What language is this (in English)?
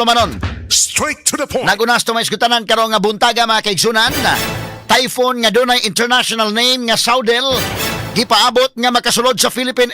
Cebuano